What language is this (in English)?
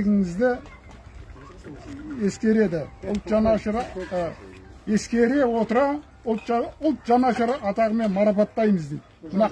Kazakh